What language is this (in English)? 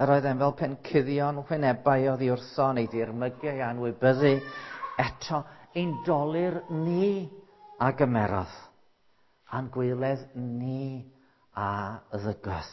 Welsh